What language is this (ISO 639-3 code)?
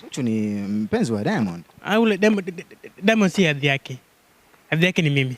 swa